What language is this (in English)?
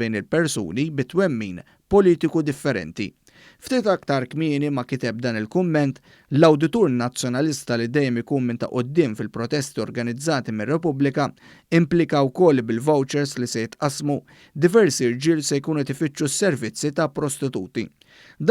Maltese